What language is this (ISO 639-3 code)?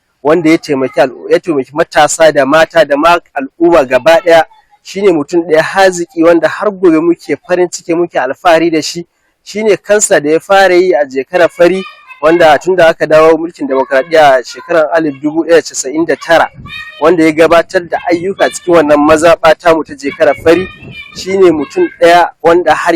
hau